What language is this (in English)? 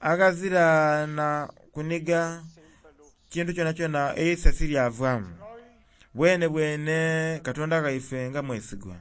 Soga